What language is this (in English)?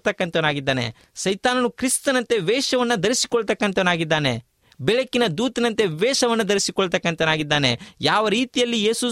Kannada